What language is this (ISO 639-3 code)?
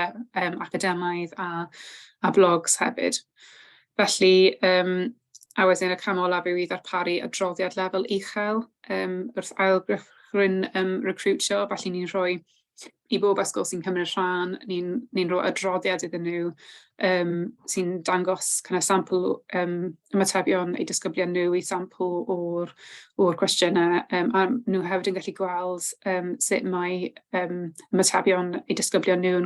cym